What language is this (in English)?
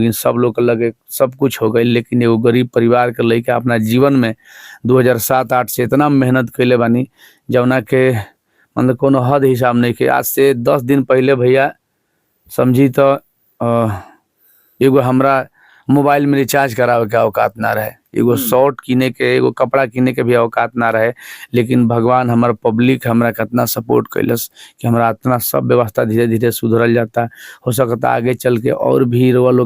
Bhojpuri